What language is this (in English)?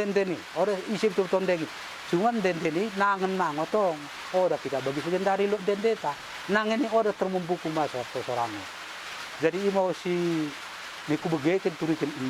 Batak Dairi